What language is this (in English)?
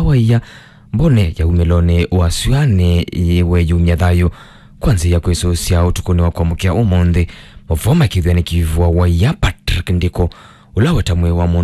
Kamba